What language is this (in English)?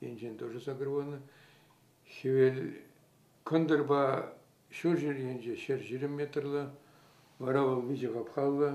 Chuvash